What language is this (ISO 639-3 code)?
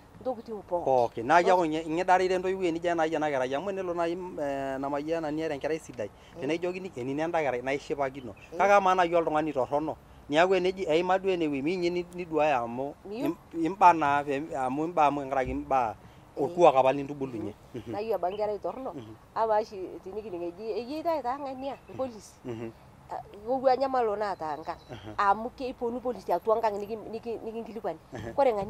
mas